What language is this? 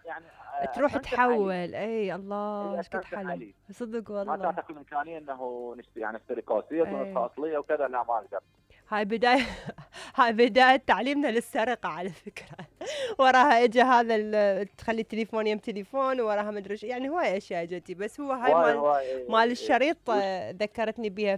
Mesopotamian Arabic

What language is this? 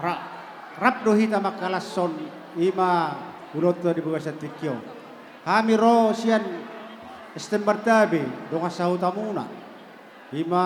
Batak Toba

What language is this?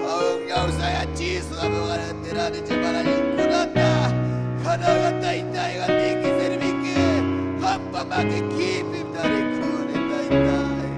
Ayacucho Quechua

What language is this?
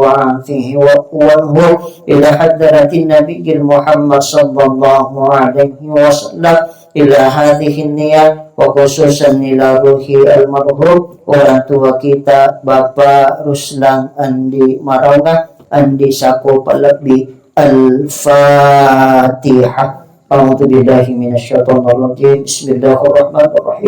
Buginese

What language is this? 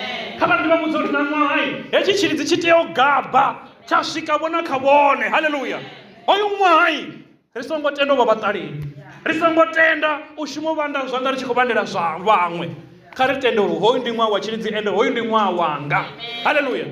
Venda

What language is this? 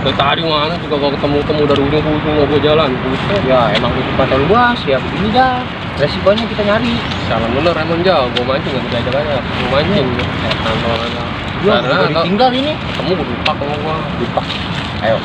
Betawi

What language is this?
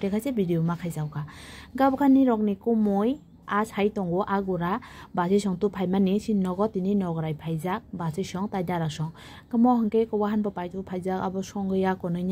Kok Borok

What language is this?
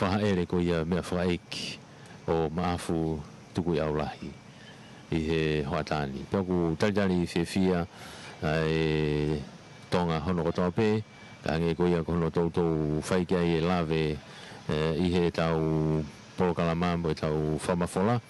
Tongan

